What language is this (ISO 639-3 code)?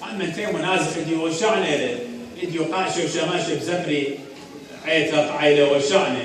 aii